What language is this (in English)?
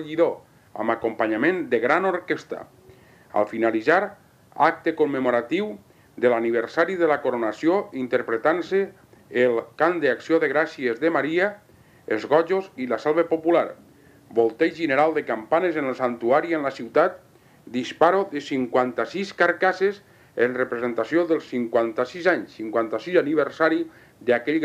Catalan